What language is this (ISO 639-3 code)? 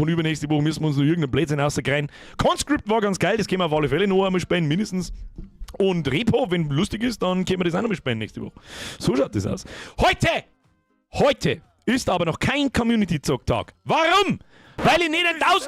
bar